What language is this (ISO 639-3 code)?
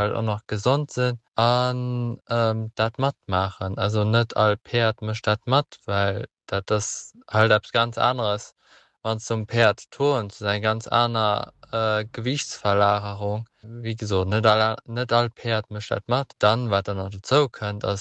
ltz